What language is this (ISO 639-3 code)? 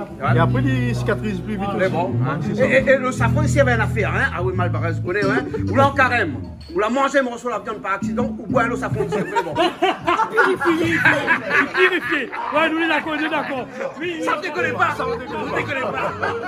rcf